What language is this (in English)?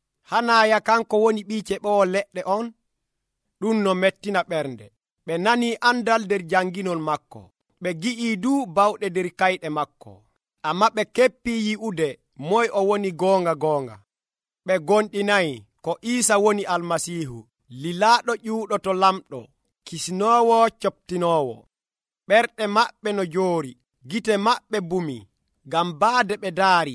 Nigerian Fulfulde